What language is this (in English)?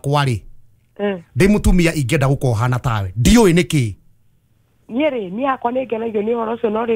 Kikuyu